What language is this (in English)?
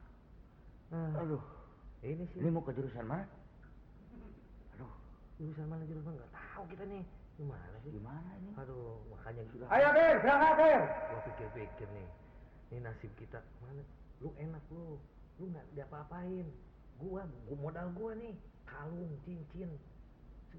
Indonesian